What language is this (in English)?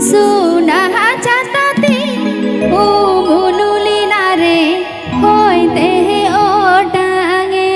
Santali